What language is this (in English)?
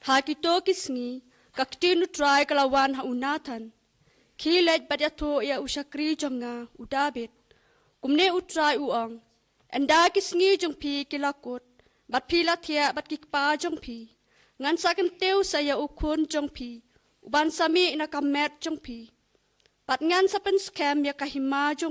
Khasi